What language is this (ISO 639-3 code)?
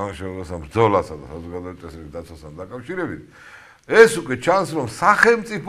kat